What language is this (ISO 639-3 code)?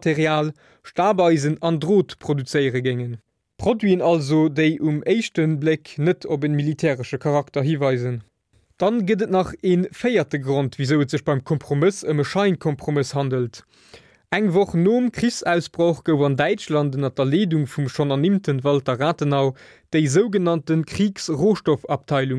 ltz